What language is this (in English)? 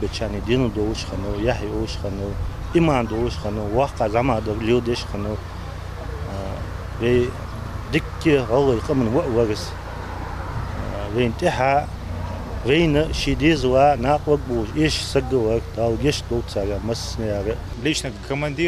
Ingush